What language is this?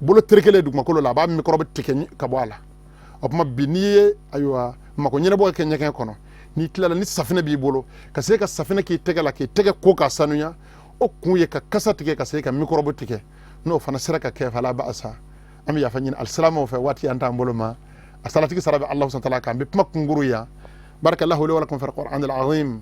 Bambara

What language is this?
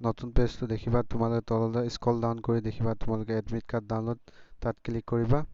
Assamese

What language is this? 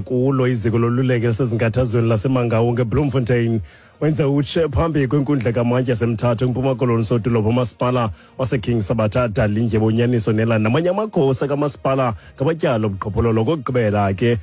Xhosa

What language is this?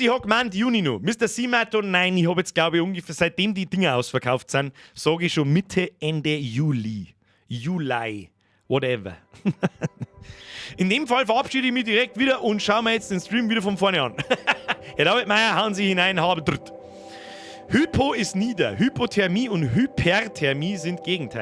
Bavarian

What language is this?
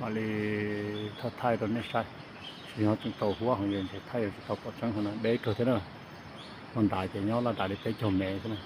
Hmong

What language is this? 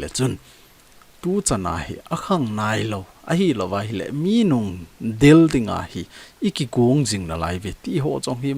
Thado Chin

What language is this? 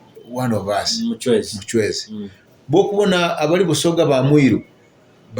Nyoro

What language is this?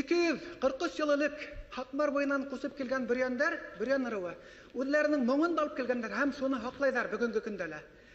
Bashkir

